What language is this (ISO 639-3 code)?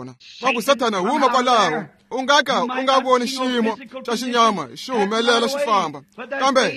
tso